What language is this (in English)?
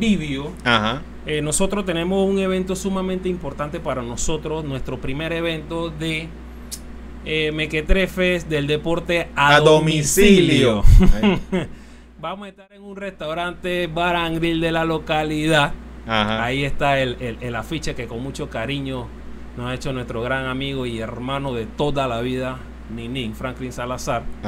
Spanish